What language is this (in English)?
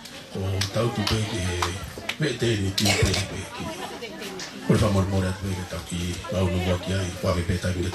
Tongan